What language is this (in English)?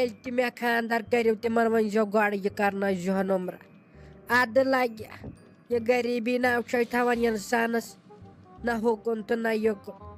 Kashmiri